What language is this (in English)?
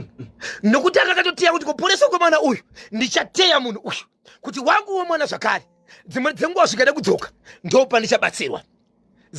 Shona